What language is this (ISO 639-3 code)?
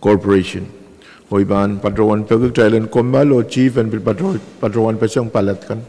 pon